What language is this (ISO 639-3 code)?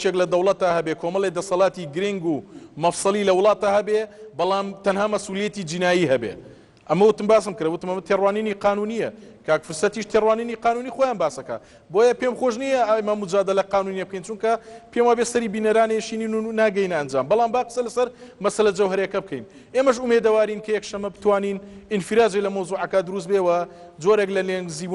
ckb